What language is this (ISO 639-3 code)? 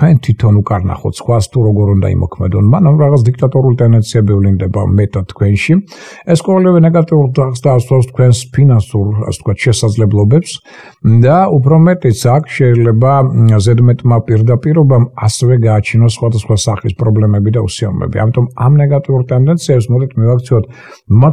kat